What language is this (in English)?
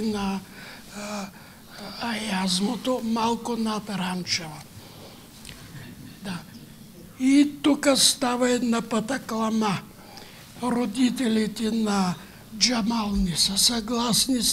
Bulgarian